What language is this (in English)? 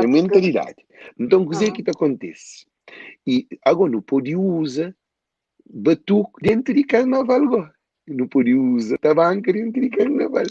Kabuverdianu